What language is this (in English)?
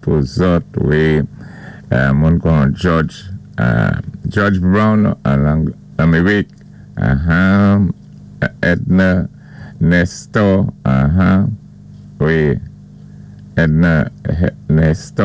Saint Lucian Creole French